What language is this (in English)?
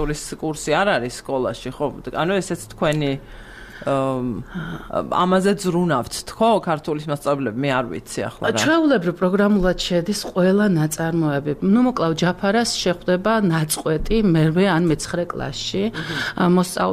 Georgian